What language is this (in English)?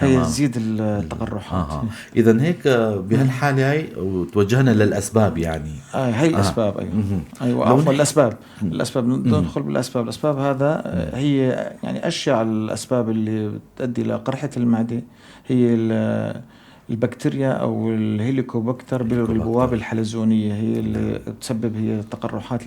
North Levantine Arabic